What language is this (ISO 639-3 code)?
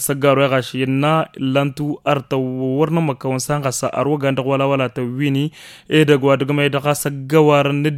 taq